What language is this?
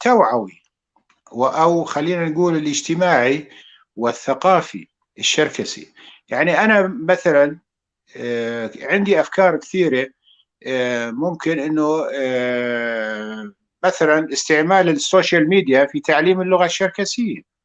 North Levantine Arabic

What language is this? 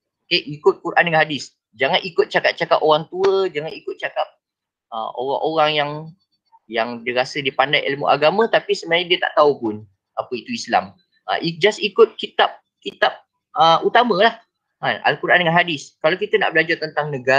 Malay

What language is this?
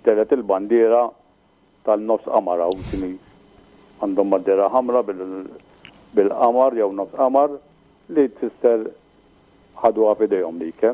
Maltese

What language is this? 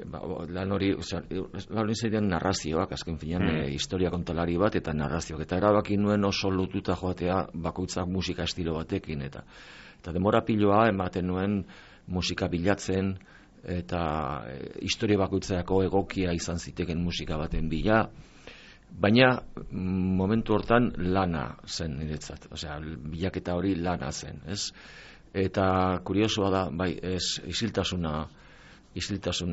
Basque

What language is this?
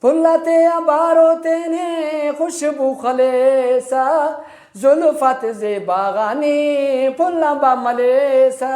Brahui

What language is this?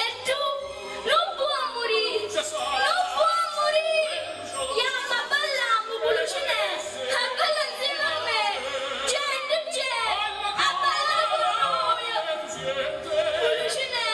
Neapolitan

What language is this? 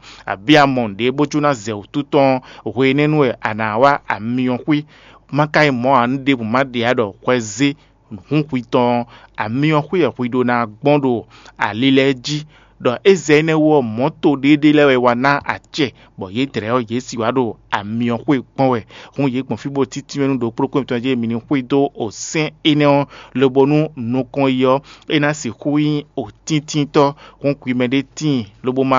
Fon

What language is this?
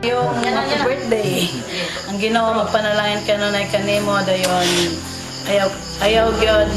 Cebuano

